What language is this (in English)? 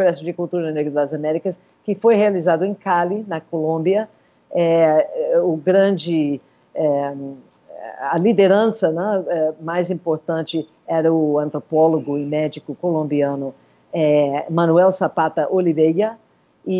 Portuguese